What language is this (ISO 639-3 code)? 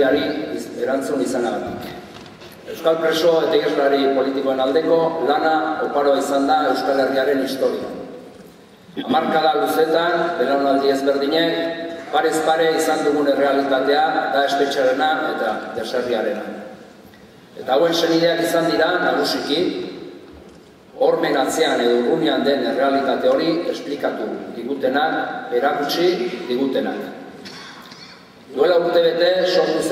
eus